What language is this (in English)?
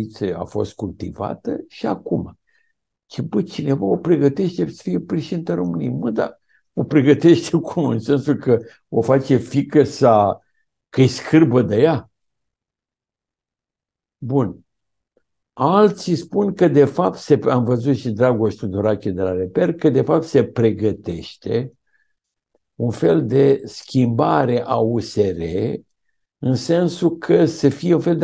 Romanian